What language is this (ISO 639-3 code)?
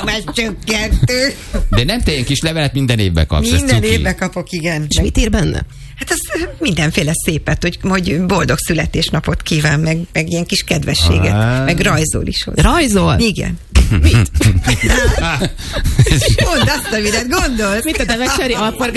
hun